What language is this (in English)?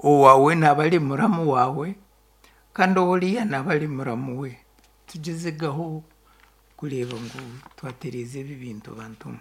Nyankole